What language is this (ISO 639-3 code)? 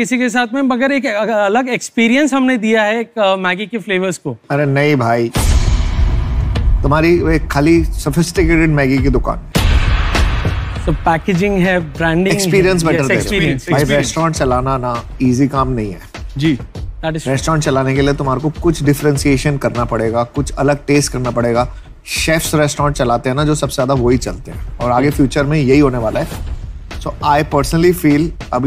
hin